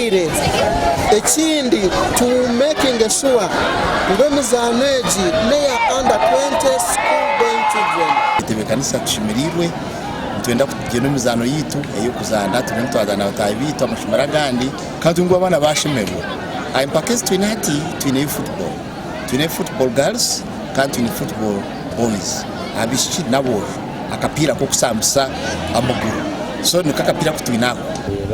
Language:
Nyankole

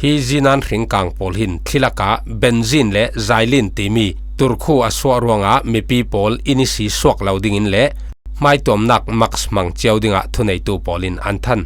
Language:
Falam Chin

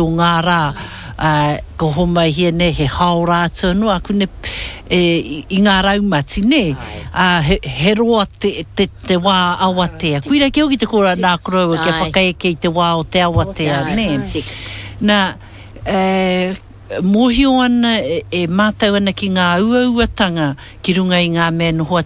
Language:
Māori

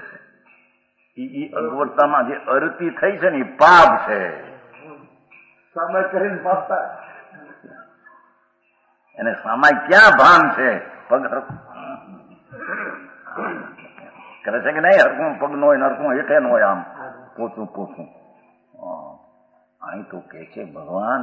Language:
Gujarati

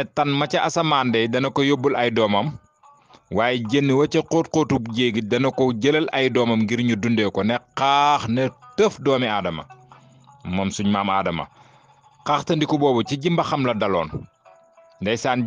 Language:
Wolof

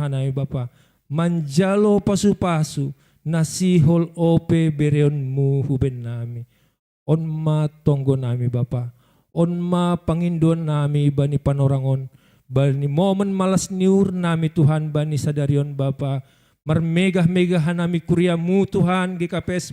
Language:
Batak Simalungun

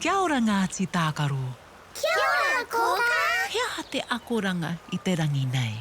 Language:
Māori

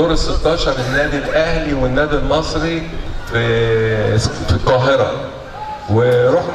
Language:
Egyptian Arabic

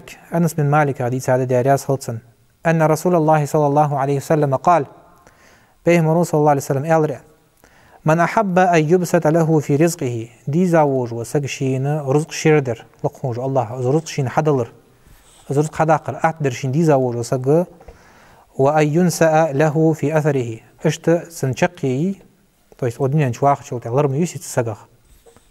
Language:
Ingush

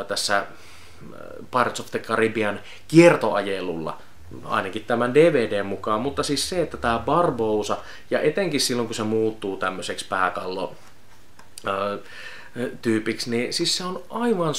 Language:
Finnish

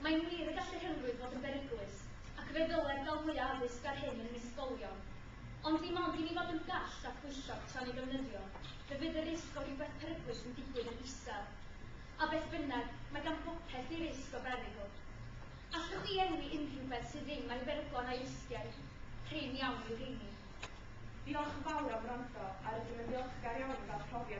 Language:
Welsh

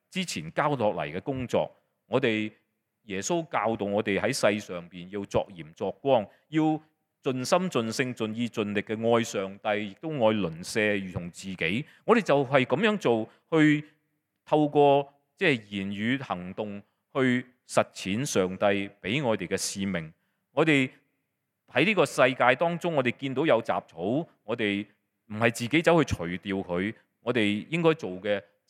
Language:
Cantonese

